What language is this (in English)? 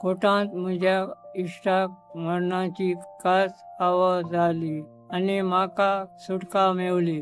Konkani